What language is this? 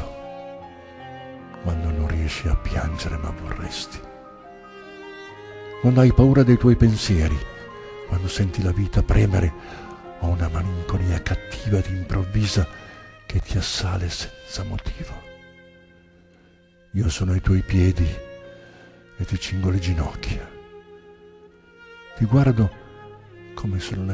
Italian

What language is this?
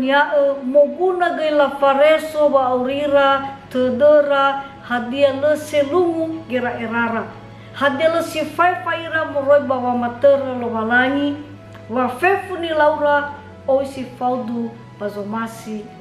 Nias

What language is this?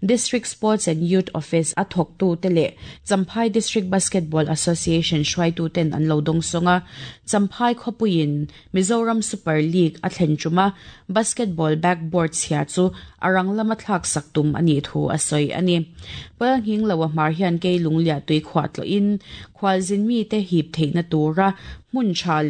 Mizo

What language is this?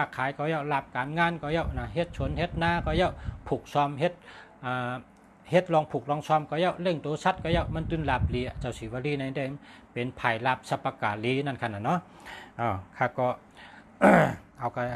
Shan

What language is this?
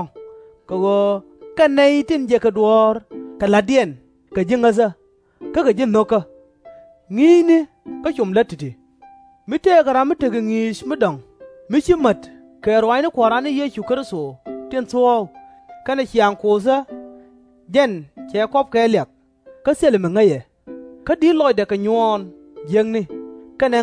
Nuer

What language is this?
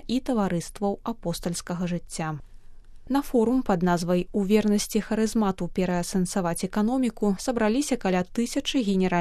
Belarusian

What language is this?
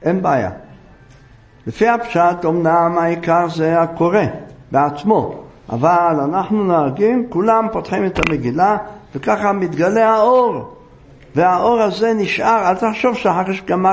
Hebrew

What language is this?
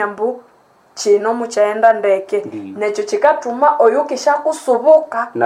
Nande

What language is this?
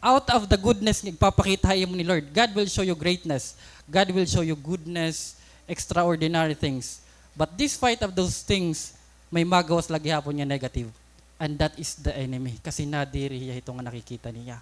Waray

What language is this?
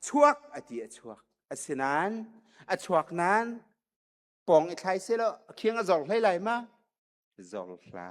Hakha Chin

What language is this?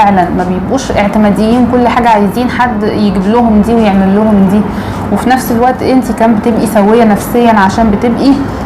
Egyptian Arabic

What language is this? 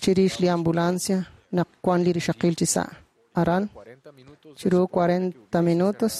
Kekchí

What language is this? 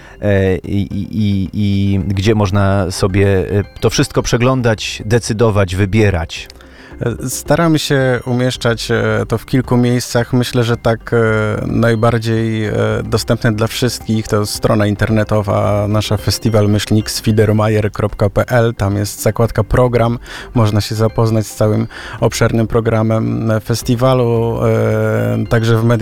Polish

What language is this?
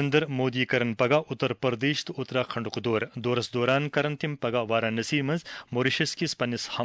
Kashmiri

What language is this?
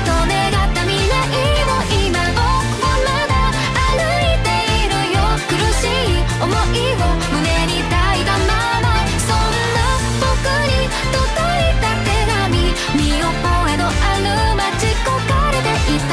Japanese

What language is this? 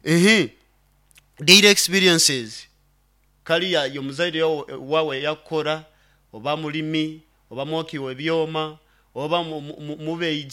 Nyoro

